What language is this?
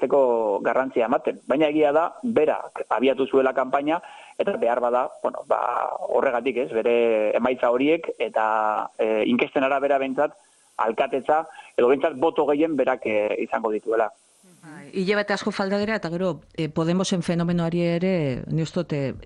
Basque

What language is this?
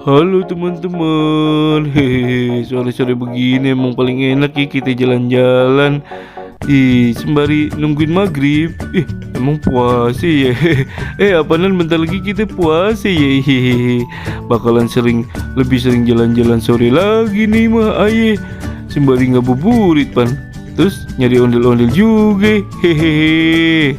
Betawi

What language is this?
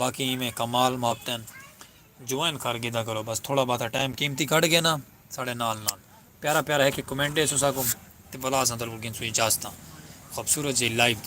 Saraiki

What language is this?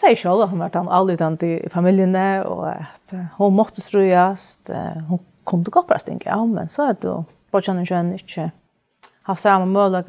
Faroese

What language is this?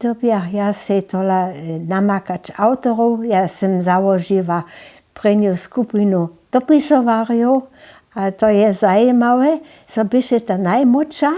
Upper Sorbian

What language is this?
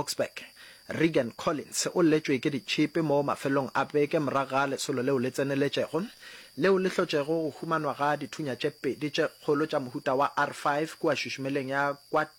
Northern Sotho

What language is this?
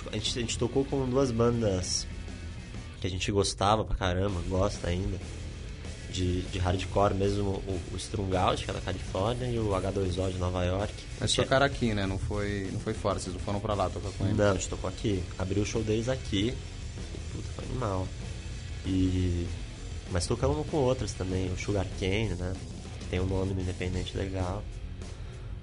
Portuguese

